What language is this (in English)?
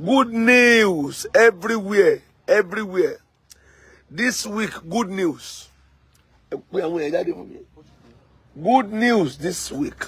Yoruba